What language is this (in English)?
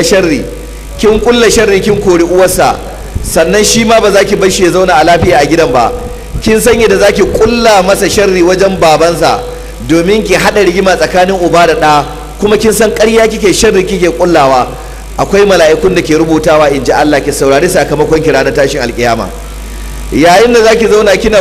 Hausa